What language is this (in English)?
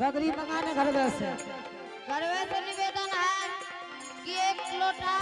Angika